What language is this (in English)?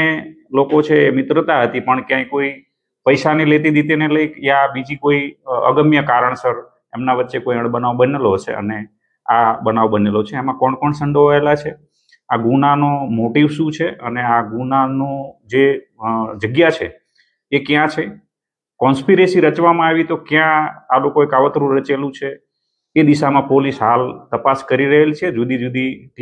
Gujarati